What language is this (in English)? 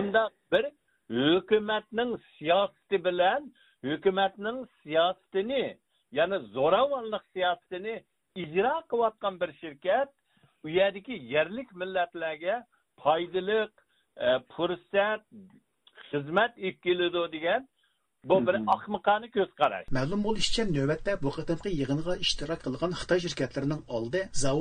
Uyghur